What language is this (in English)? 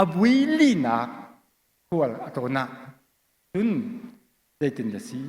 Hakha Chin